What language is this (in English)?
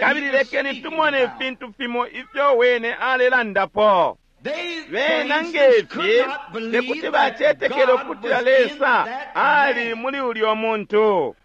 Bemba